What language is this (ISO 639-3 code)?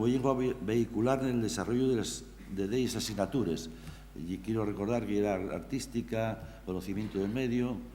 ast